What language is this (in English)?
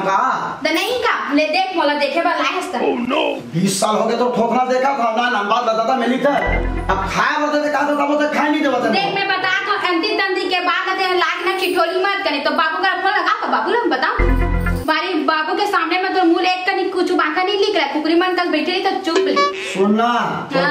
Chhattisgarhi